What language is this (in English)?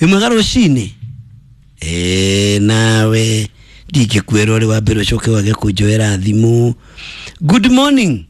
Kikuyu